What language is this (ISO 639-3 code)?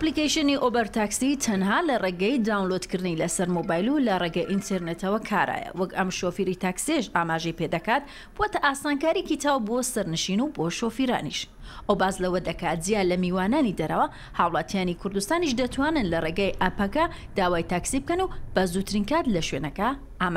ckb